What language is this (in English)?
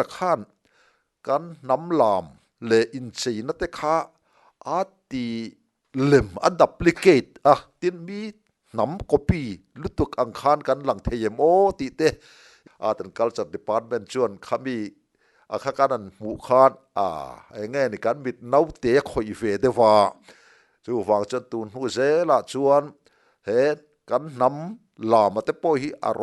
Mizo